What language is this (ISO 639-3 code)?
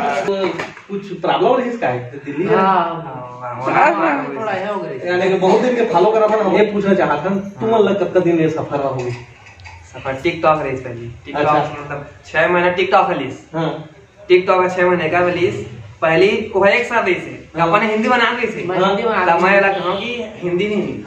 hne